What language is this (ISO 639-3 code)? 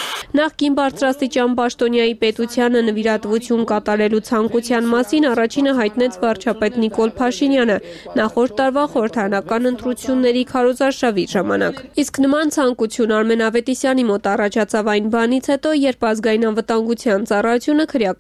hye